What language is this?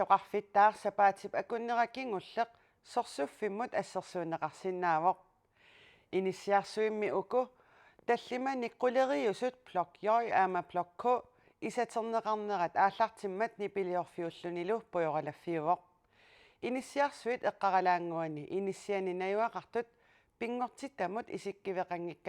Kalaallisut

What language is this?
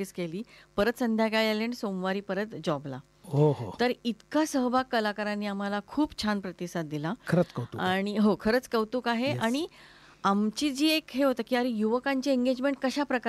Marathi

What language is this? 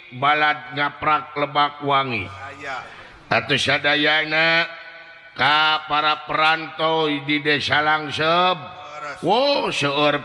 Sundanese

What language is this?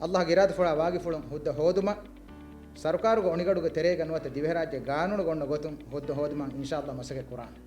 Divehi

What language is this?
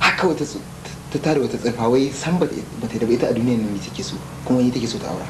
Hausa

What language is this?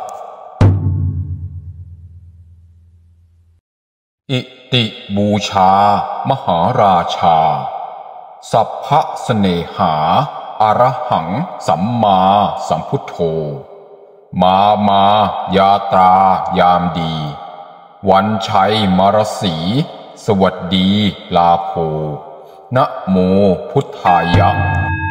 Thai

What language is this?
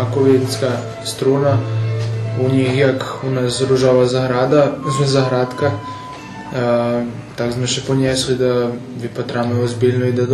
Rusyn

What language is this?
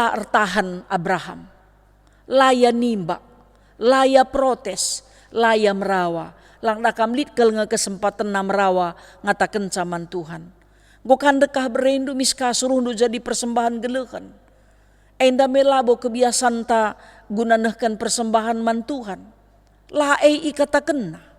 Batak Karo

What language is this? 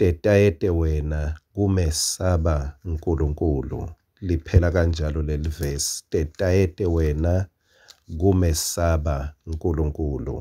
Swati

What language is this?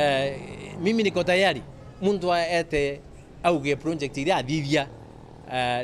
Meru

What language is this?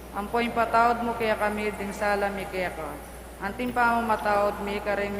Pampanga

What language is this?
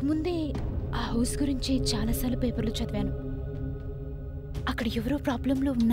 Telugu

